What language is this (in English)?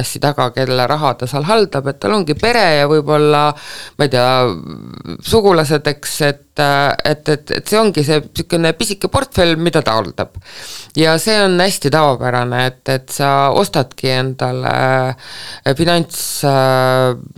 Estonian